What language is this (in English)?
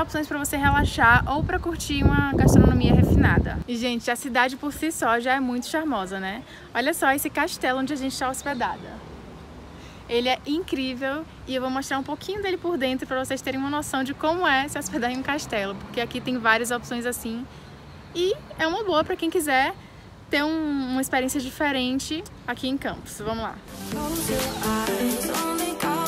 Portuguese